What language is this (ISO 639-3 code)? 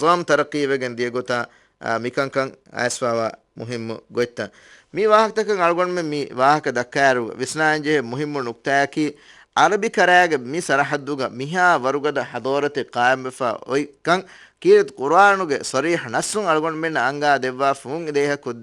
div